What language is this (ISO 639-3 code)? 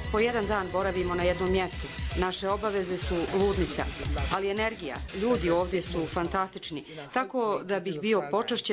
srp